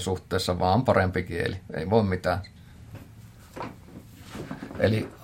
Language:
Finnish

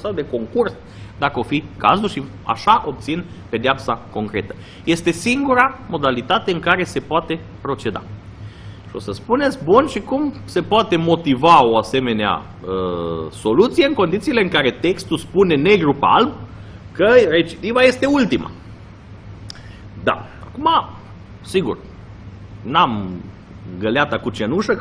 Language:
Romanian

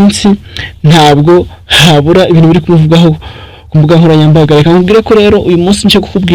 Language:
Kinyarwanda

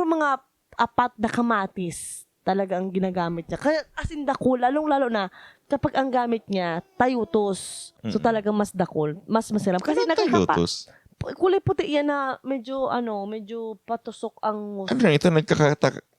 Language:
Bikol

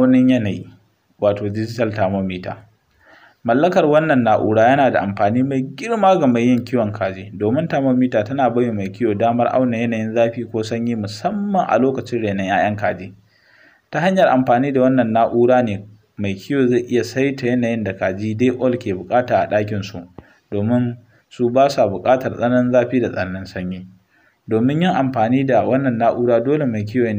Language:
Hausa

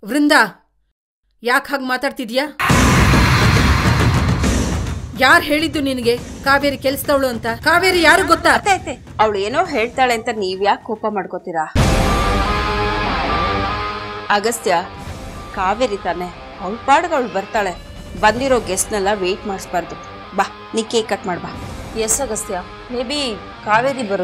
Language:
Kannada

